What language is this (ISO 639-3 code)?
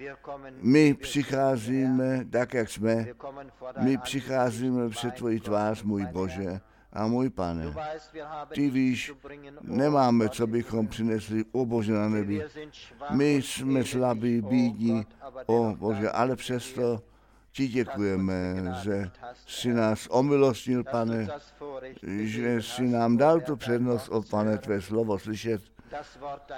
ces